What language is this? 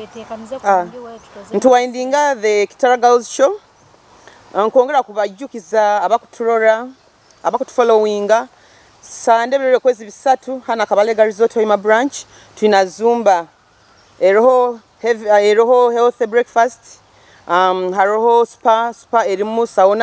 Nyoro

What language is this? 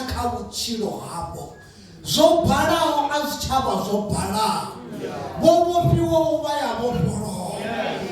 Venda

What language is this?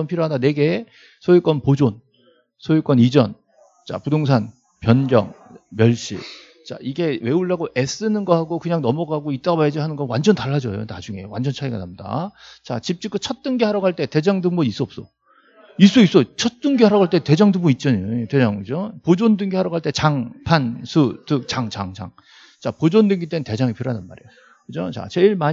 Korean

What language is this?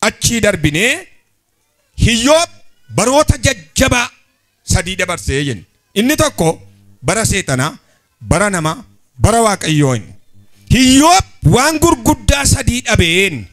Oromo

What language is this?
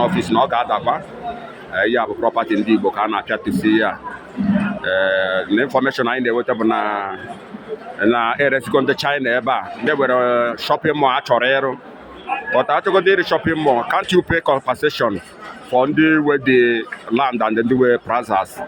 Igbo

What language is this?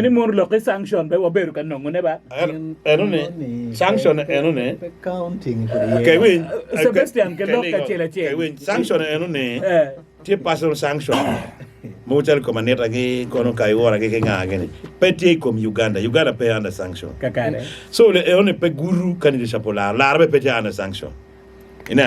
Acoli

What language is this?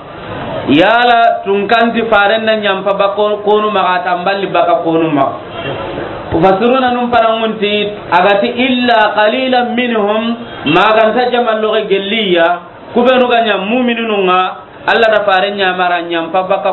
Soninke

